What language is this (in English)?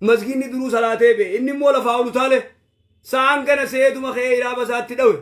Oromo